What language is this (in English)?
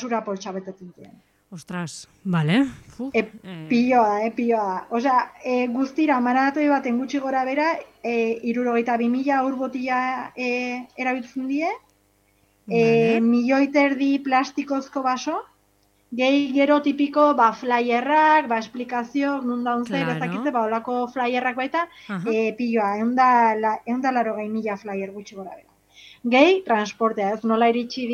Basque